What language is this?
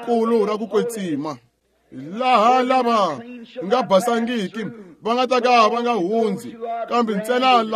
Tsonga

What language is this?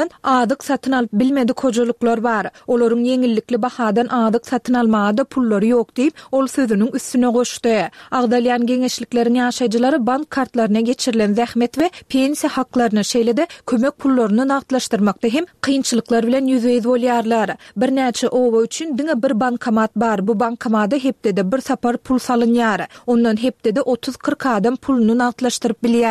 Turkmen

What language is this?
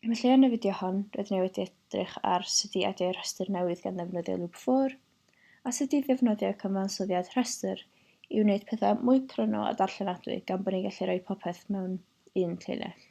Welsh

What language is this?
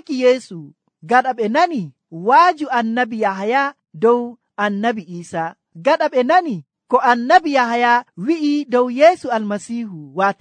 Nigerian Fulfulde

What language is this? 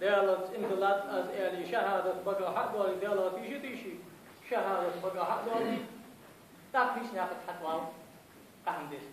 Ingush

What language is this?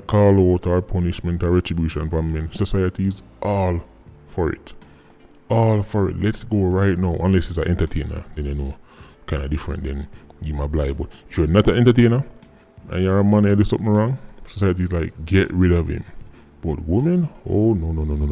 Jamaican Creole English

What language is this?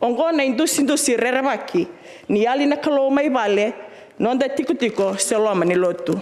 Fijian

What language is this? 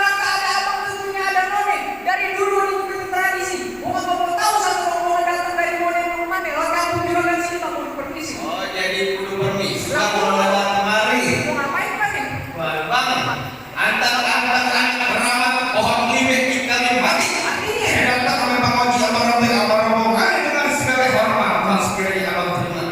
Betawi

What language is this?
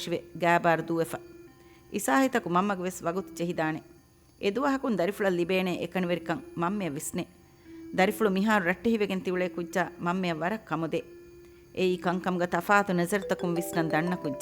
Divehi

